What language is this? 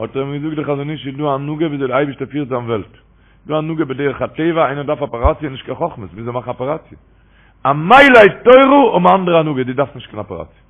Yiddish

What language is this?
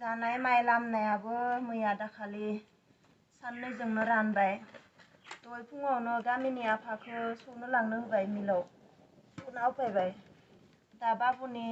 Bodo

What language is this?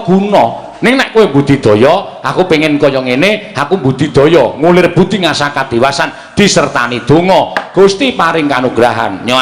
Javanese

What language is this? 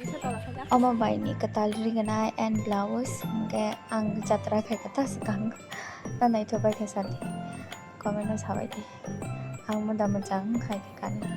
Kok Borok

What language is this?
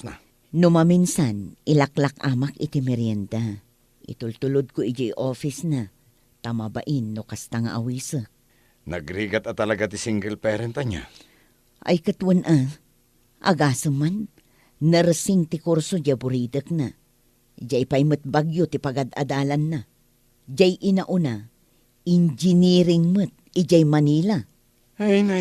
Iloko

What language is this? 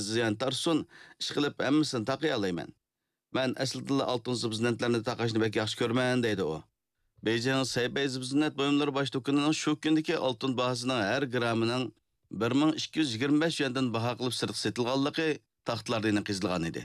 Uyghur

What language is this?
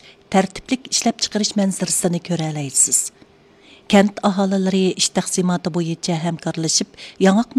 Uyghur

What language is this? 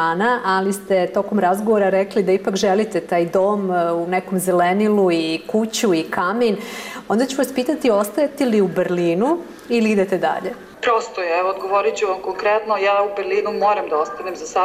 Bosnian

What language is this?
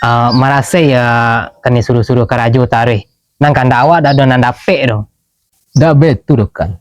Minangkabau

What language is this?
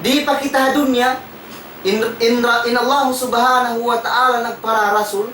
Tausug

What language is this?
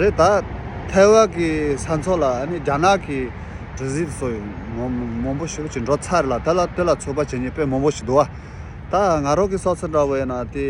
Tibetan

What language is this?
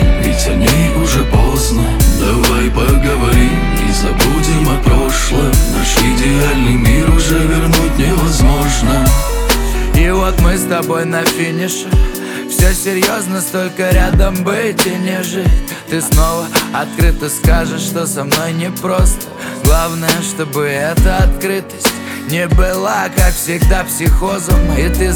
Russian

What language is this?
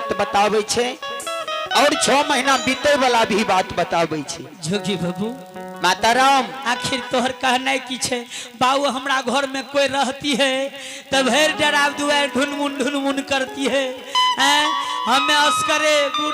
Maithili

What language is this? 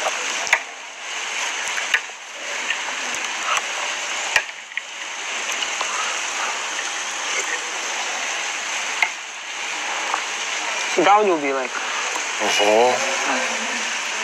Serbian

